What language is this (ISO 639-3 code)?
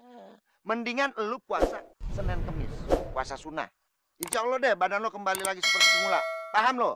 bew